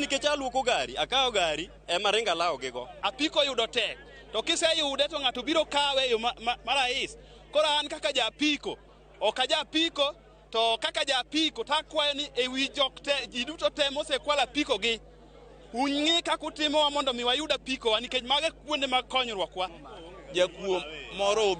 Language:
Luo (Kenya and Tanzania)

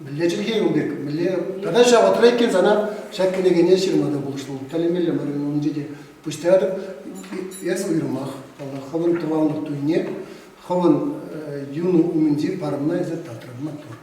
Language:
Chuvash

